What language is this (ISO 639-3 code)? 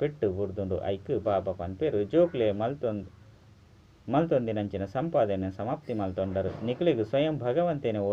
tcy